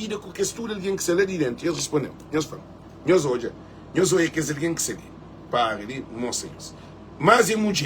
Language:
Kabuverdianu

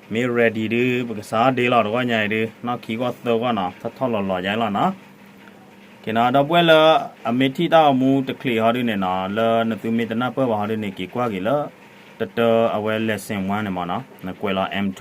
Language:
S'gaw Karen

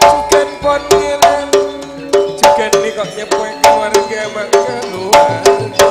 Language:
Madurese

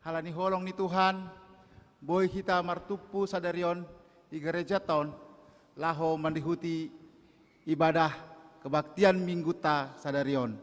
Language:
Batak Simalungun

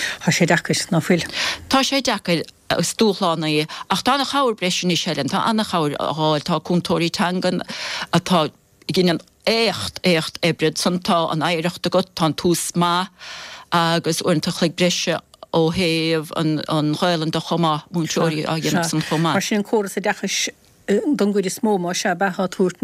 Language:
Irish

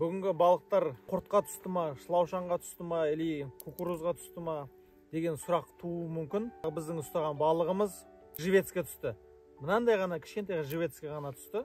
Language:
Kazakh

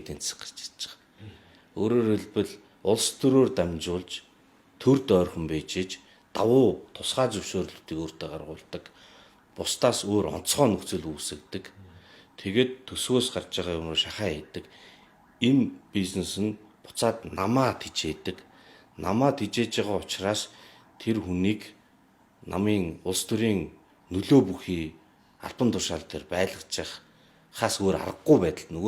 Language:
Mongolian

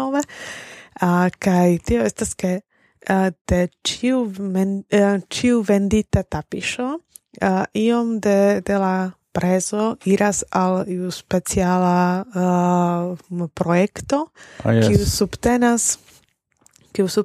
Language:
Esperanto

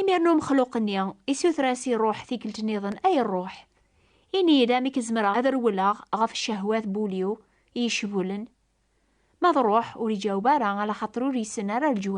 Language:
Kabyle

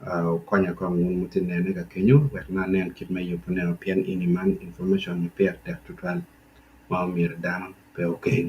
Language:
Acoli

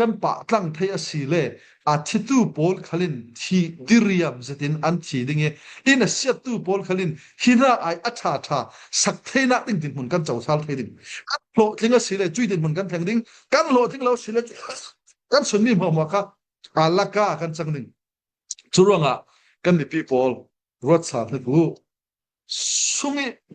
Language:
Falam Chin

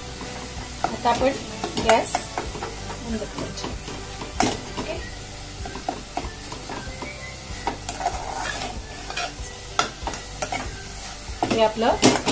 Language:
Marathi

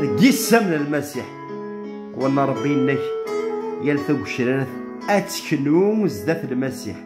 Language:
Kabyle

